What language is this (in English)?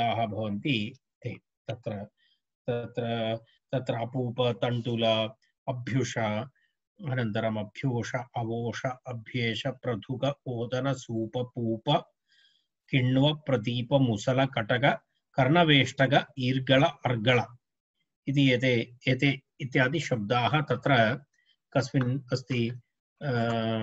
Sanskrit